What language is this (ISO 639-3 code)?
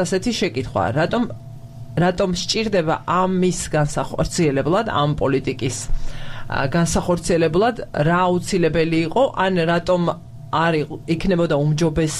kat